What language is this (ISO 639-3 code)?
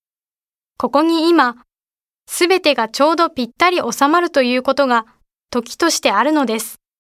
jpn